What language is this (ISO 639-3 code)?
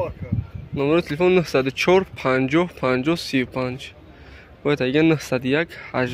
tgk